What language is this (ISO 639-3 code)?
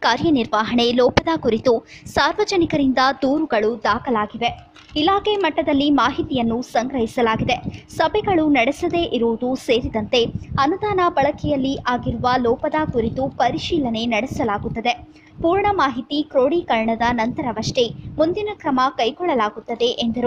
kan